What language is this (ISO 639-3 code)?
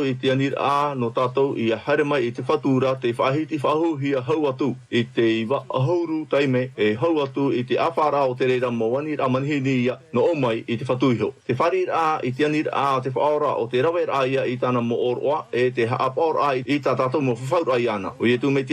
tah